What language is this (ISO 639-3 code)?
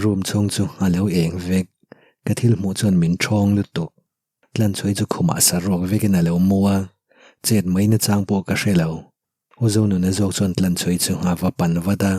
lus